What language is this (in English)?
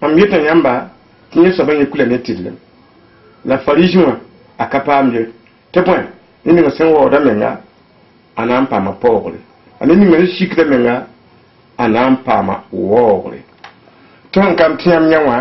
Mossi